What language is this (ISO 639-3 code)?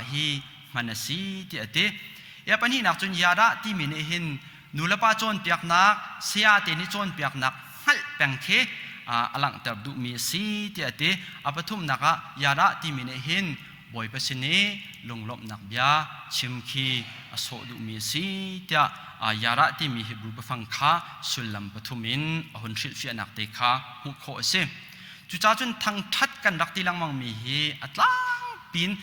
cnh